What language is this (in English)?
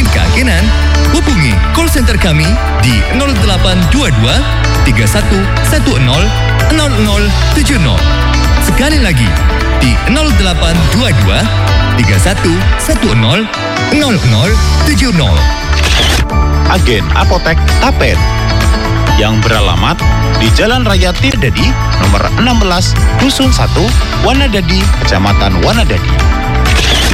Indonesian